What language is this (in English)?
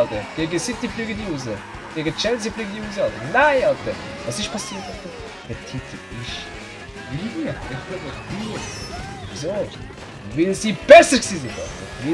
Swiss German